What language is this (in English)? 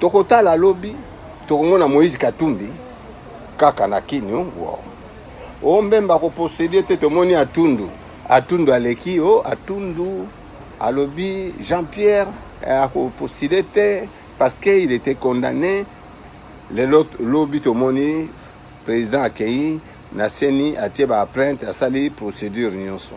Lingala